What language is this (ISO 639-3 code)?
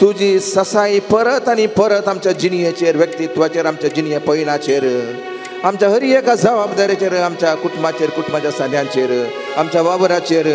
kok